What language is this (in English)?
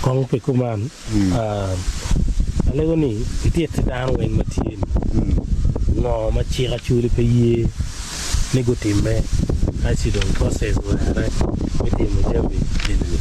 Acoli